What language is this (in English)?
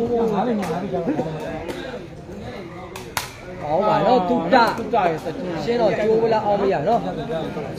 Burmese